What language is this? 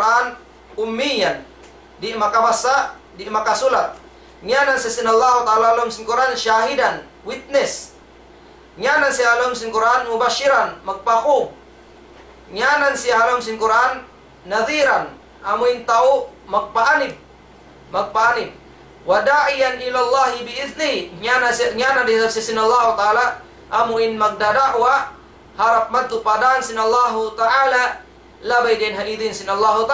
Tausug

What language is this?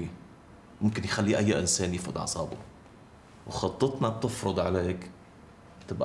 North Levantine Arabic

